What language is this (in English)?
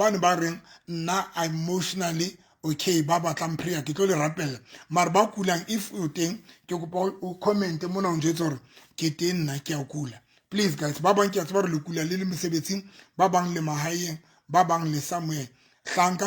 Southern Sotho